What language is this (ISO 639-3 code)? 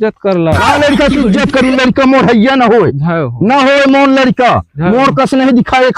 hne